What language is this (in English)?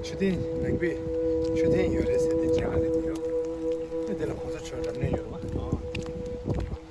Tibetan